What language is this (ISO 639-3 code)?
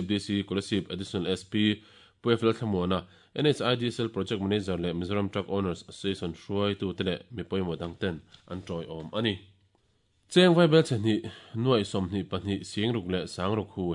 lus